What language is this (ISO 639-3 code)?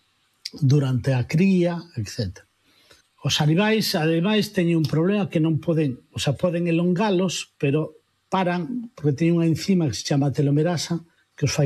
glg